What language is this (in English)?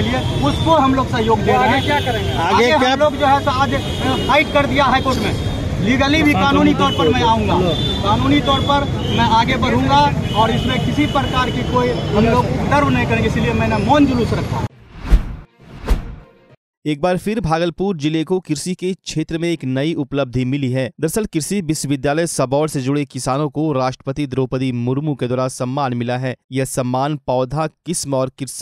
Hindi